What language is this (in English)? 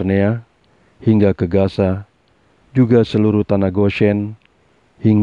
Indonesian